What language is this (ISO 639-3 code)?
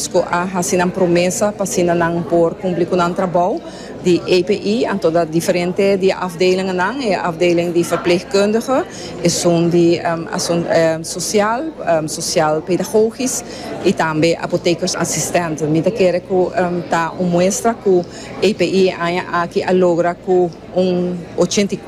pap